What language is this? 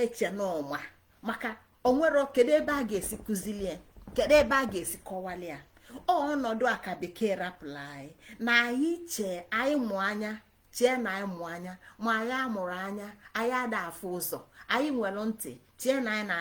Igbo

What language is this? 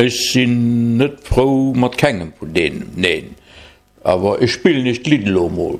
Luxembourgish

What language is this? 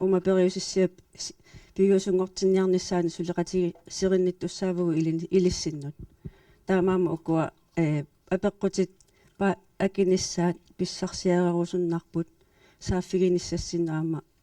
Kalaallisut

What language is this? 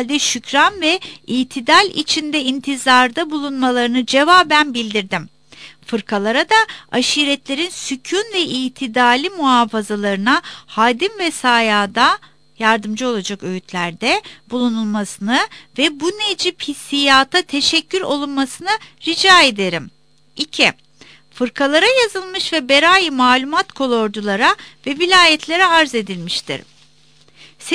Turkish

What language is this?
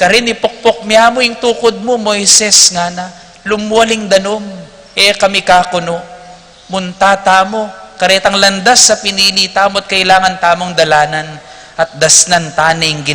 Pampanga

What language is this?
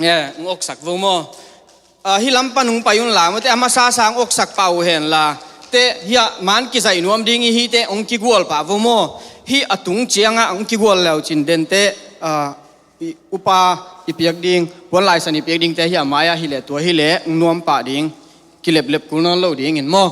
Tedim Chin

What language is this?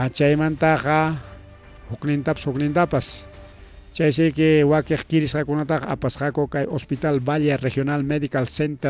Ayacucho Quechua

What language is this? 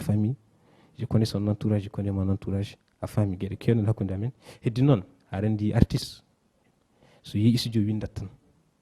Fula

